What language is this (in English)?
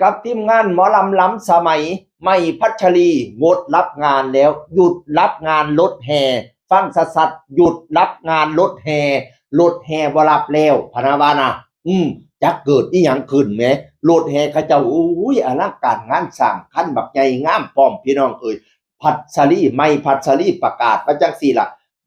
Northeastern Thai